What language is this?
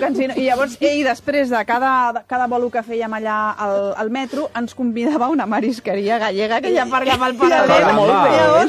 Catalan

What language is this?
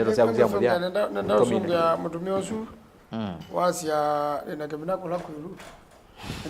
Kamba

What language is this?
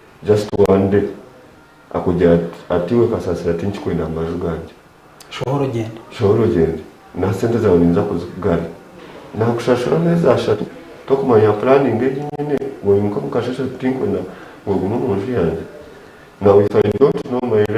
Nyankole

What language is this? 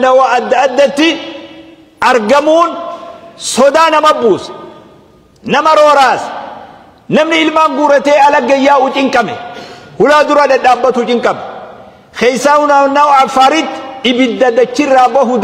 Oromo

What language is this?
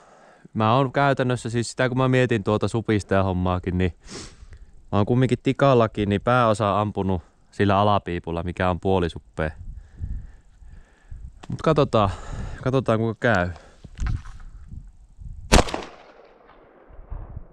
Finnish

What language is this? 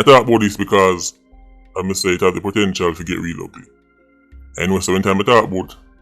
Jamaican Creole English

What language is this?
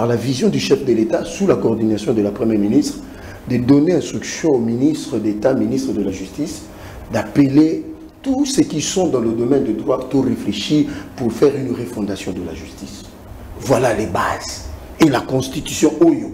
French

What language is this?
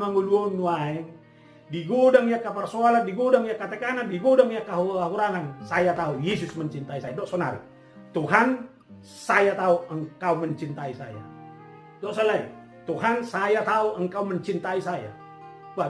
Batak Toba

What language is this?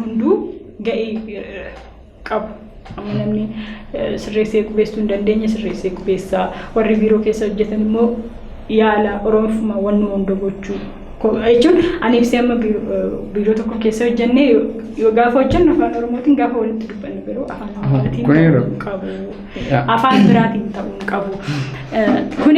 Oromo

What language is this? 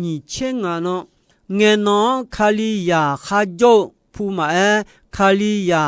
Akha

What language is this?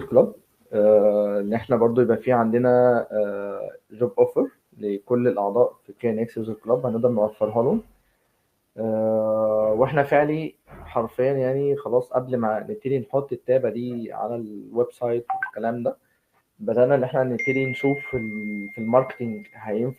Egyptian Arabic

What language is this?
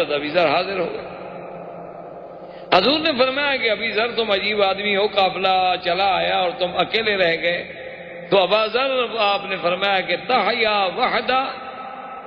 Urdu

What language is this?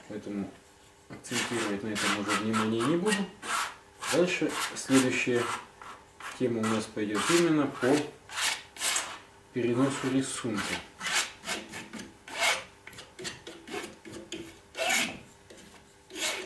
Russian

